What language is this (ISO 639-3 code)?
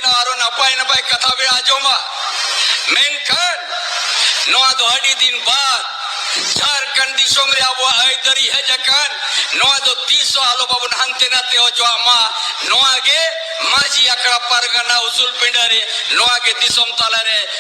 sat